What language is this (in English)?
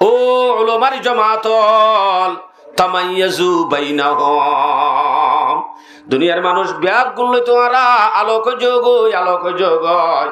Rohingya